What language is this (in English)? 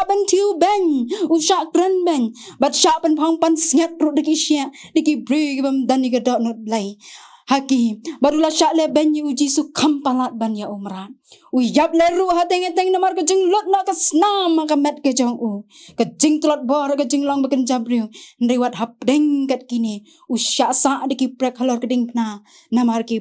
Khasi